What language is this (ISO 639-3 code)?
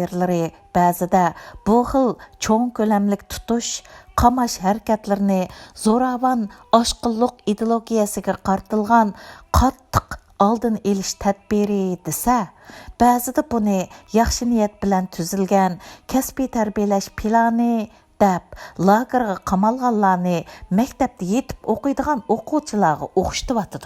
uig